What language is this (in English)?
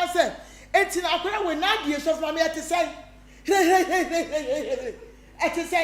Akan